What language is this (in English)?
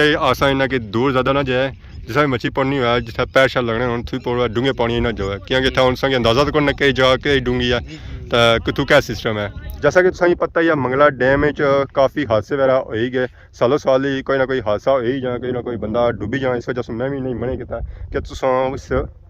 Pahari-Potwari